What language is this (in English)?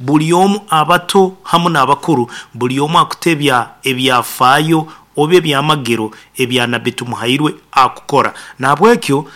Nyankole